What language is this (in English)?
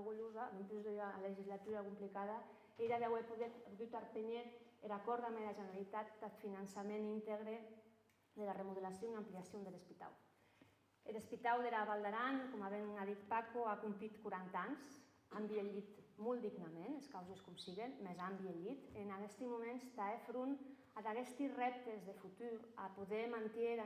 Occitan